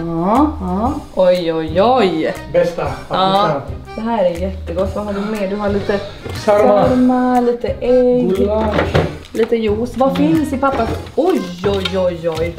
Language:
Swedish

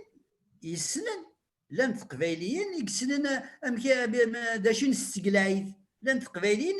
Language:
Kabyle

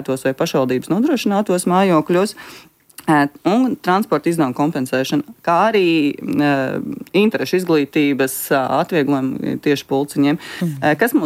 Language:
Latvian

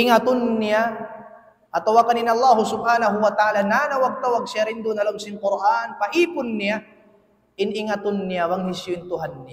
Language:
Tausug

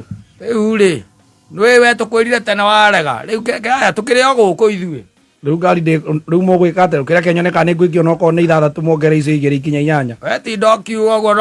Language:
Kikuyu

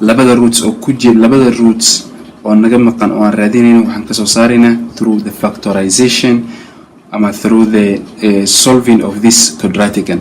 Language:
Somali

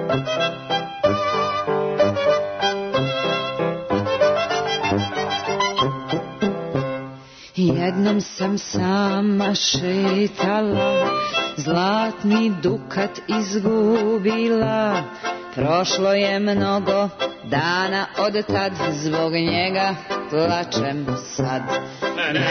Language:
Serbian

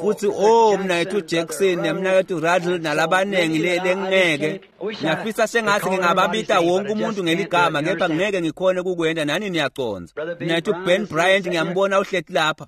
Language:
Swati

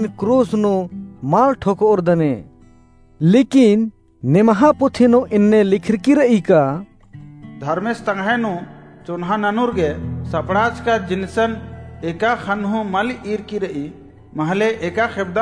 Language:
Kurukh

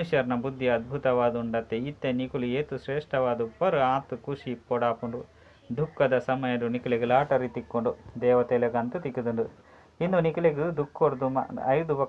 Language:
Tulu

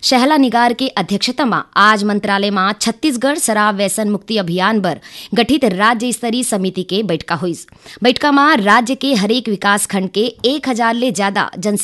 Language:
Chhattisgarhi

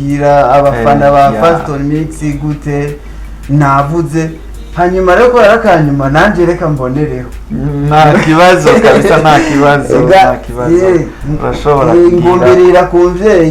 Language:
Rundi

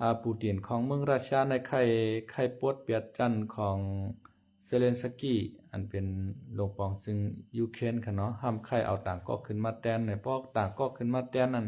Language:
Lao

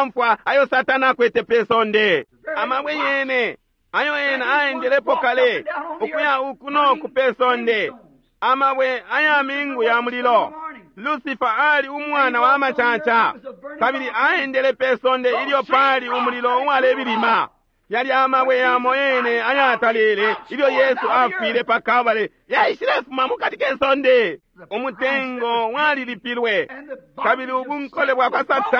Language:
Bemba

